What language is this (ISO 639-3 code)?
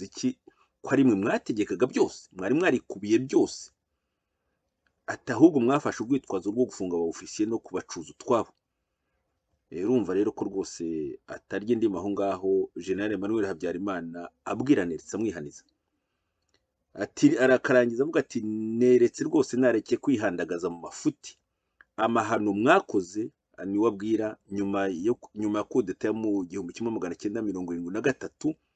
kin